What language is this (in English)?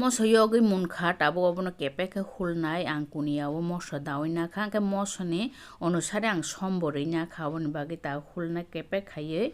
Kok Borok